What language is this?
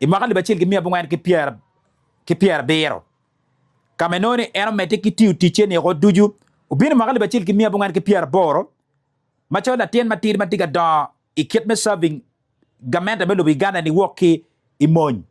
Acoli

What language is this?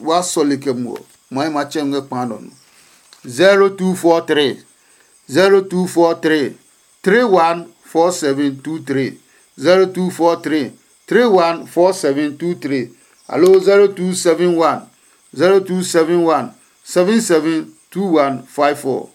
Adangme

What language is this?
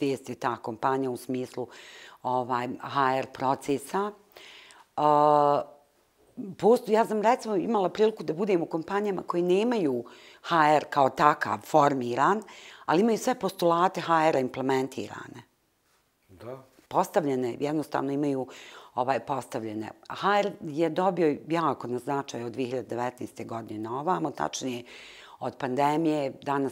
Bosnian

